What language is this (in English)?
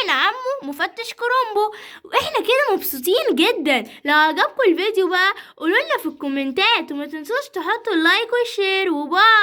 Egyptian Arabic